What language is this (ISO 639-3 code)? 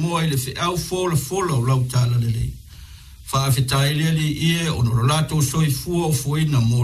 smo